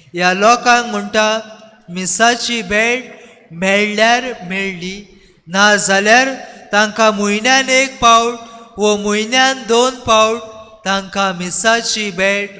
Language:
Konkani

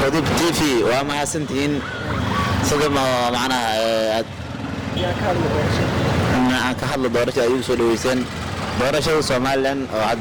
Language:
Somali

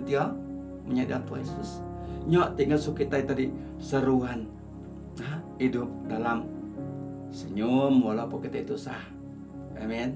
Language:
Iban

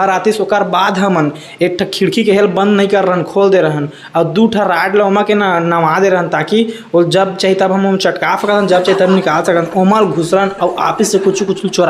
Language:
Chhattisgarhi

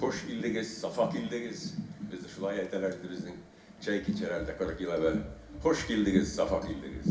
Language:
Tatar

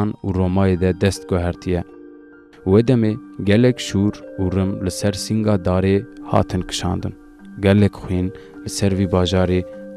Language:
Kurdish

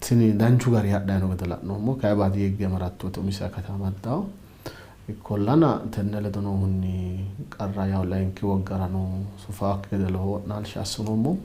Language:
Sidamo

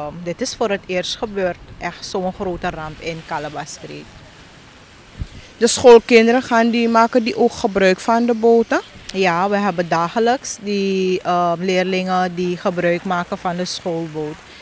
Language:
Dutch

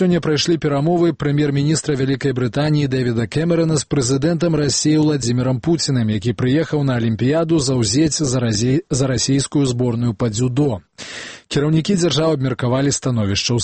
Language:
Belarusian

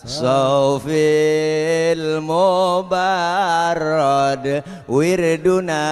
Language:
Betawi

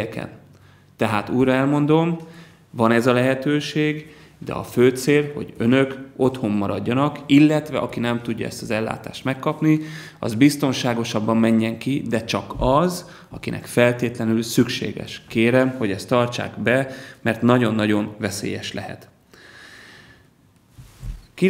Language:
Hungarian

